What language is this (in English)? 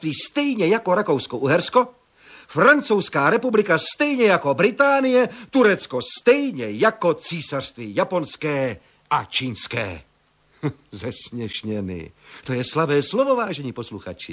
Czech